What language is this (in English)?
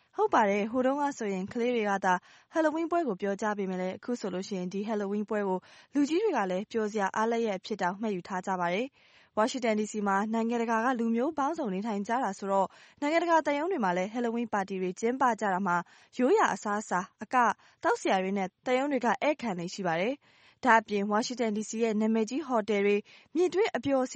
Burmese